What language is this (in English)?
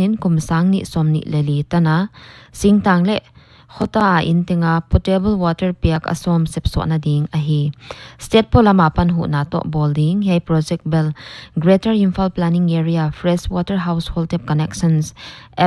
Paite Chin